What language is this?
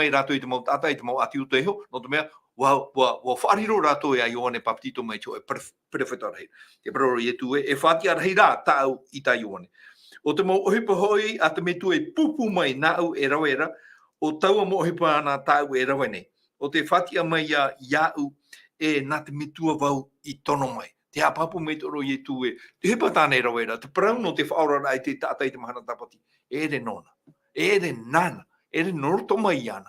Tahitian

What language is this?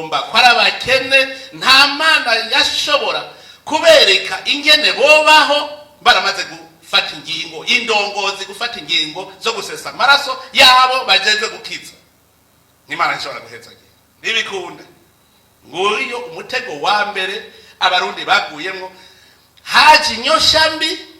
Rundi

